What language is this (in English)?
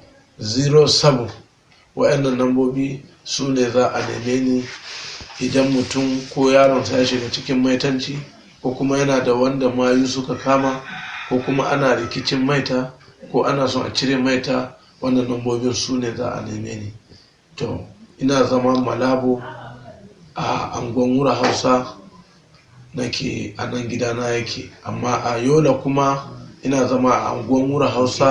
Hausa